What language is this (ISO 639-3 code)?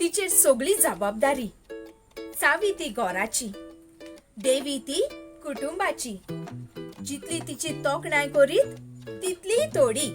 kok